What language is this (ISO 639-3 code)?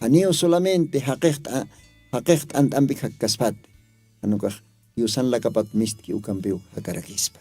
aym